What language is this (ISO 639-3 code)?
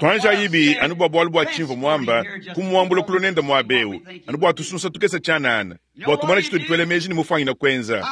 lua